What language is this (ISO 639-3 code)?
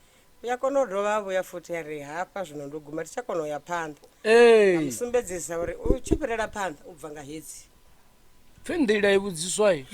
ven